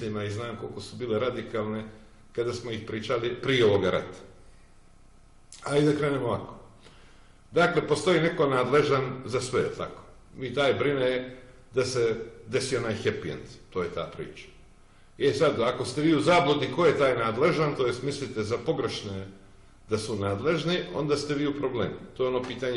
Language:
Serbian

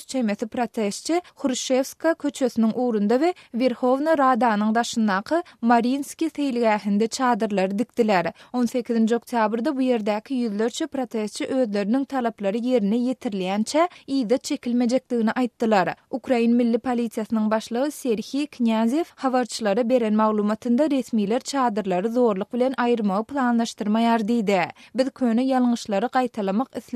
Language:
Turkmen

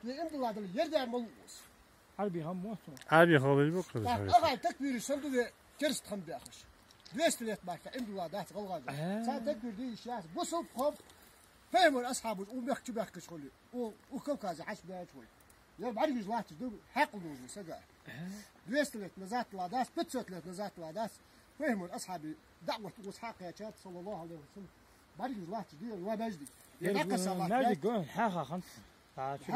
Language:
Ingush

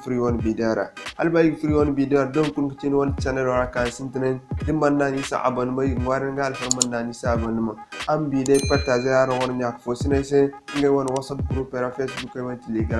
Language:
Zarma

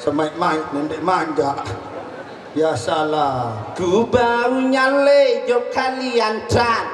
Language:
Sasak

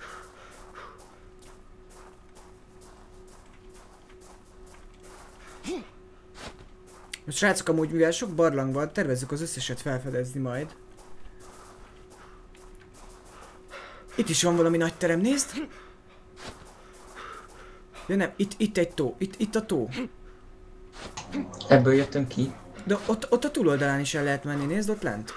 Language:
Hungarian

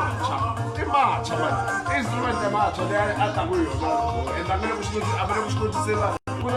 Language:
Tsonga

